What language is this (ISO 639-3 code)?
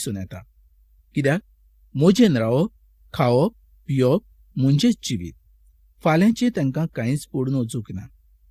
kok